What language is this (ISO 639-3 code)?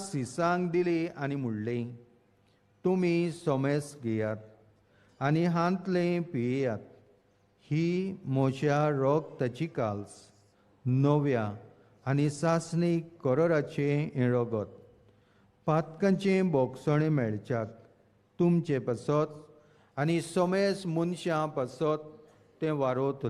kok